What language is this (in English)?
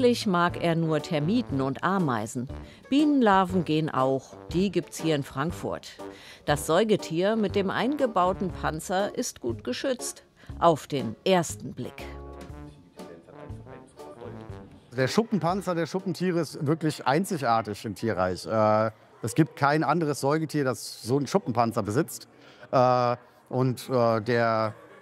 German